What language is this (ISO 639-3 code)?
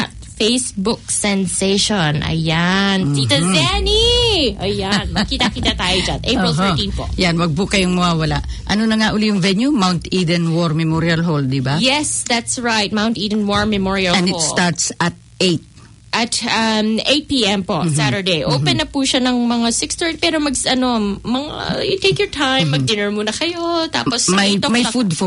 fil